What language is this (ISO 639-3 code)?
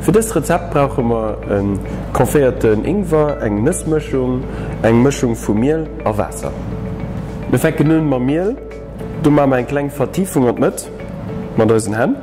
ltz